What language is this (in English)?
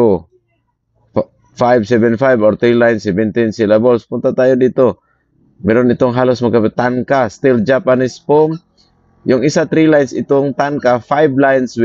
Filipino